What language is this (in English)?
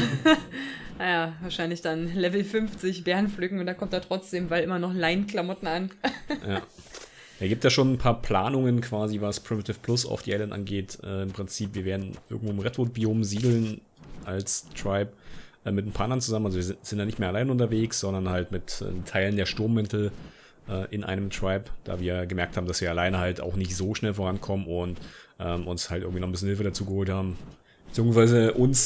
German